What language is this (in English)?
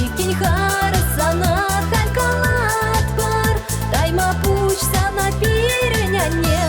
Chuvash